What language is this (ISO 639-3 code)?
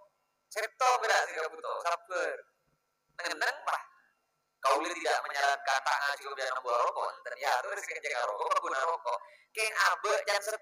mad